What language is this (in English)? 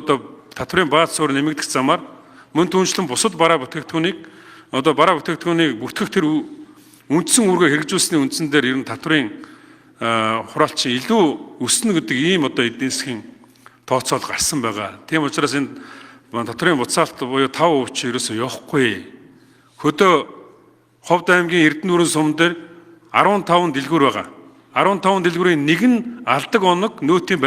Mongolian